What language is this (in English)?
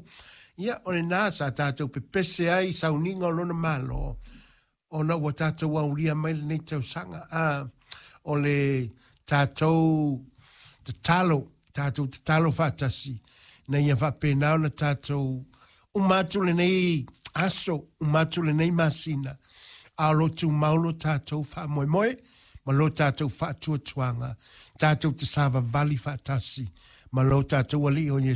Samoan